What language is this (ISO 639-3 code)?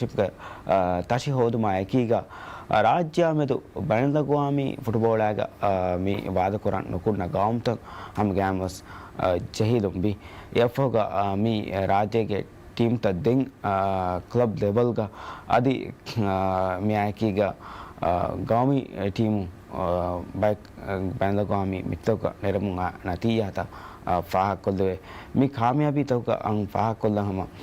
div